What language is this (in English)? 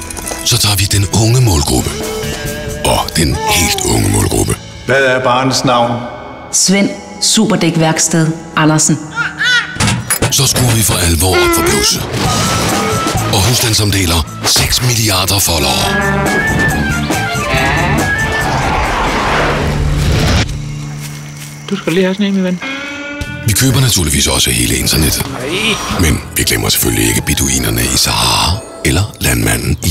Danish